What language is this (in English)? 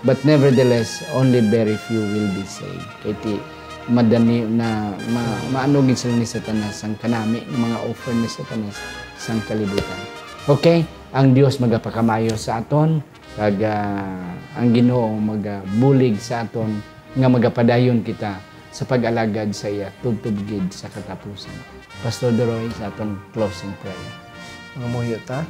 Hiligaynon